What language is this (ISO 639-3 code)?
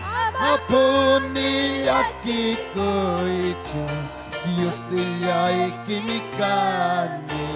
quy